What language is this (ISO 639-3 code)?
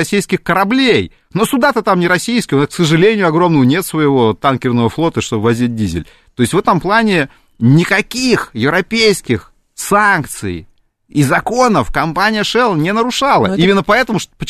rus